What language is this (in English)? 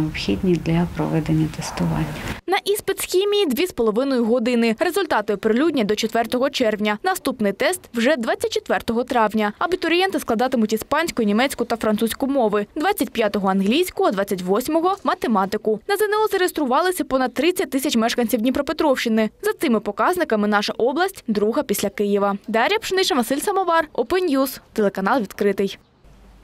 Ukrainian